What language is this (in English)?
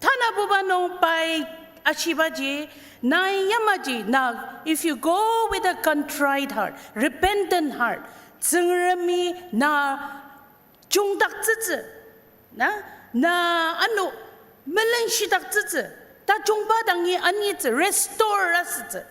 Ao Naga